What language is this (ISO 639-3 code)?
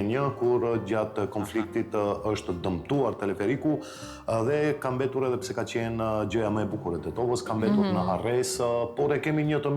sqi